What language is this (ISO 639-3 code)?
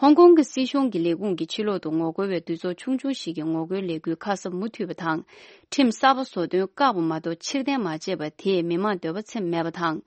bod